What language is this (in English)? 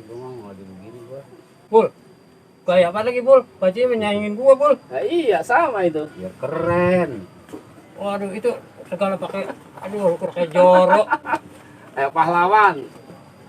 Betawi